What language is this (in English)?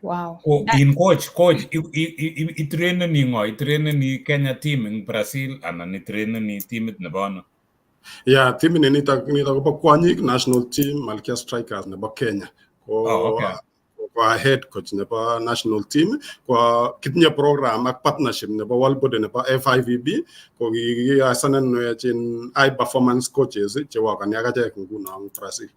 Kalenjin